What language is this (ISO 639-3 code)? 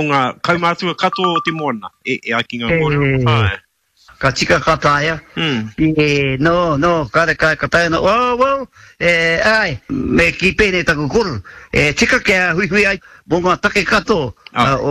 mri